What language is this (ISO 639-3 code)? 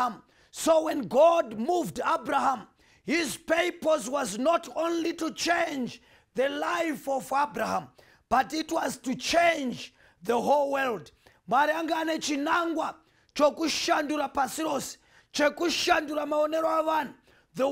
sna